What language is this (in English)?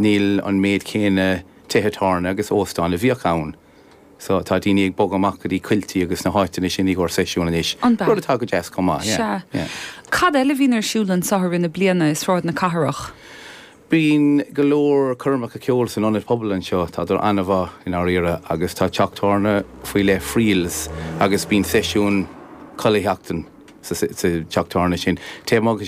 Irish